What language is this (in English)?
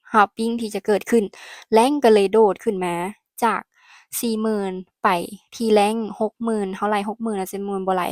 Lao